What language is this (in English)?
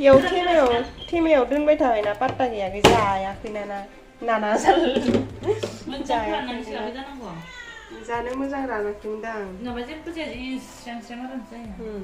Bodo